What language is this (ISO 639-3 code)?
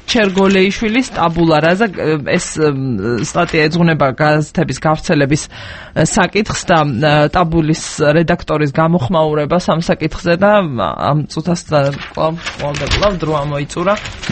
kat